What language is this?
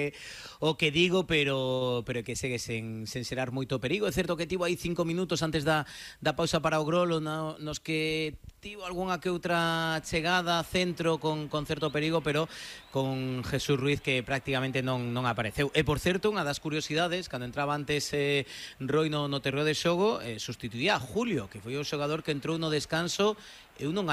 Galician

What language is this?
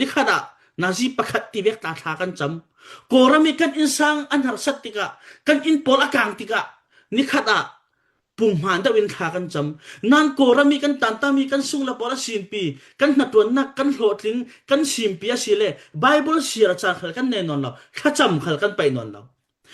Falam Chin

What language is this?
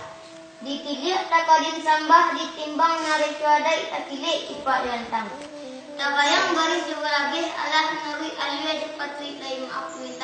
Minangkabau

